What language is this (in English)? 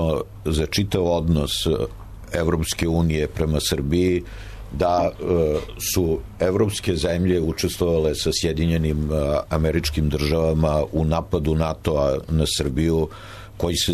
Serbian